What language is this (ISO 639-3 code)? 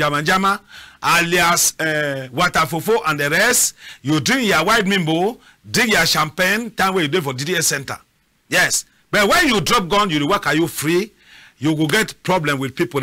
wes